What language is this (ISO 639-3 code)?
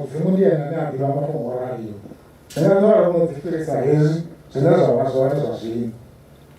ven